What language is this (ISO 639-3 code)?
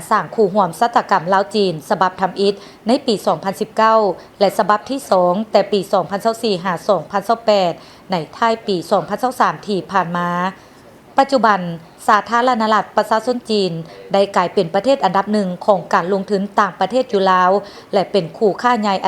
lao